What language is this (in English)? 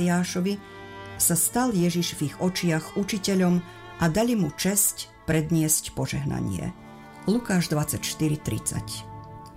Slovak